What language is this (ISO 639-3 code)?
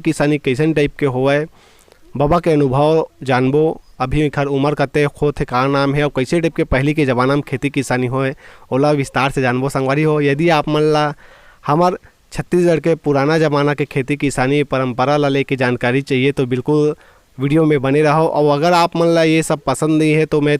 hne